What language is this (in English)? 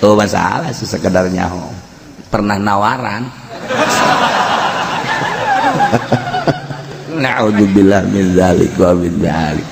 Sundanese